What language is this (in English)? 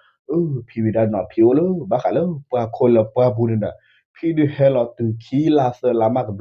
S'gaw Karen